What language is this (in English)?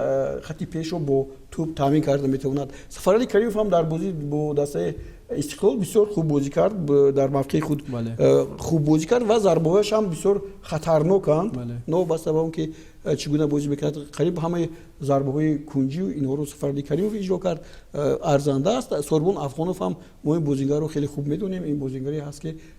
Tajik